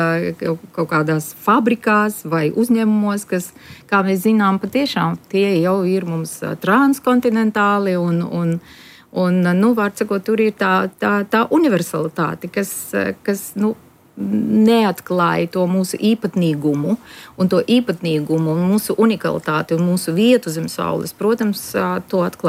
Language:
Latvian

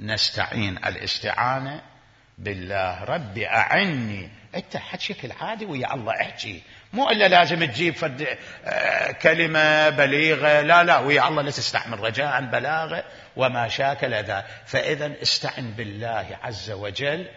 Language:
Mesopotamian Arabic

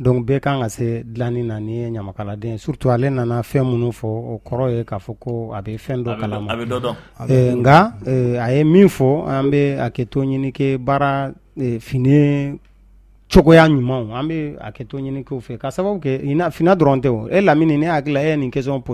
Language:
Bambara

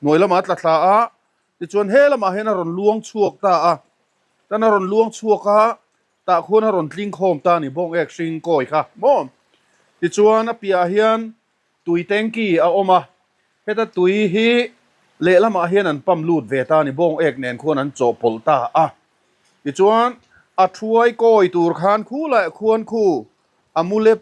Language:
Mizo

